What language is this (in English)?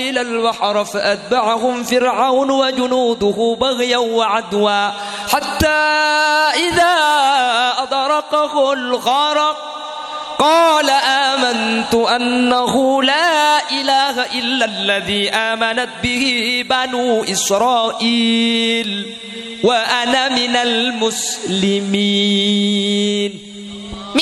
Madurese